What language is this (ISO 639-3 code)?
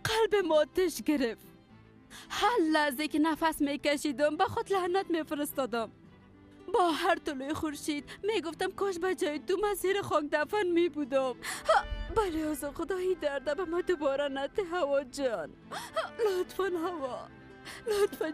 fas